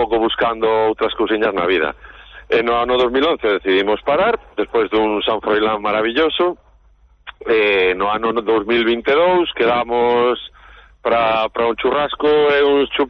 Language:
Galician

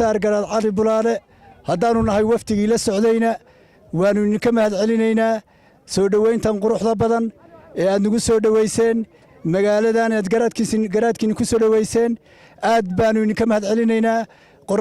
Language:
Somali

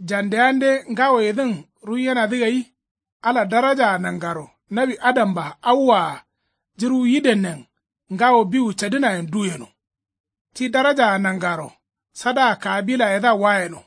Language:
Kanuri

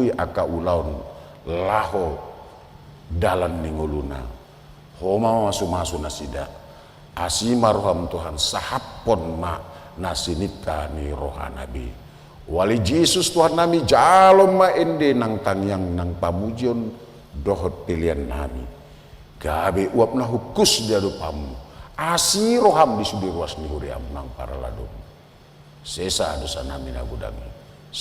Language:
Batak Toba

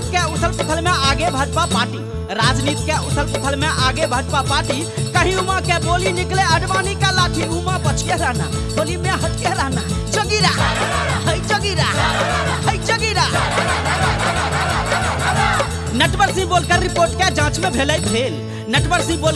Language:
Bhojpuri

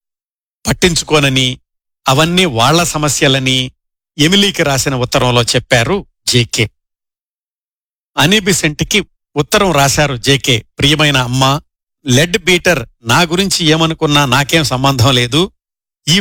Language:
Telugu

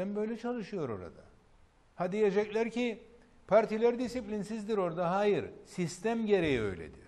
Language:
Turkish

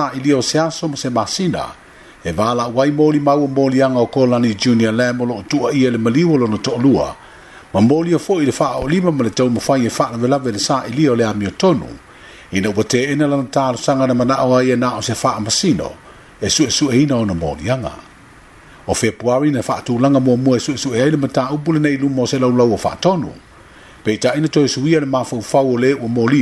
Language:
Samoan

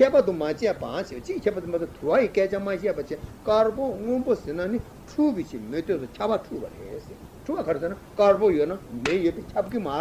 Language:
Tibetan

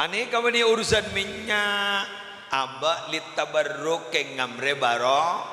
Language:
Madurese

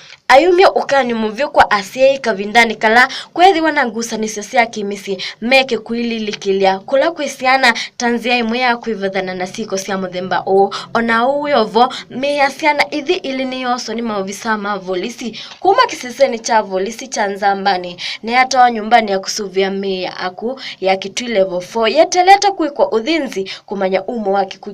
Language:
Kamba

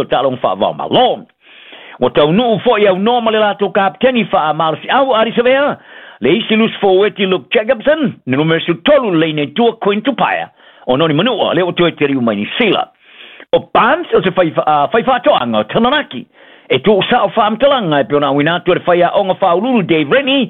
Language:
Samoan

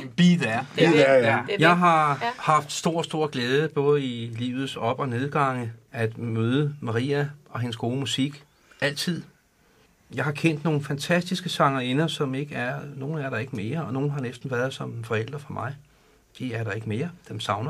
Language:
Danish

